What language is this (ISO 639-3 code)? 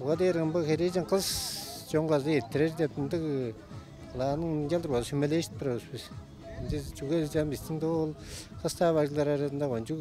tyv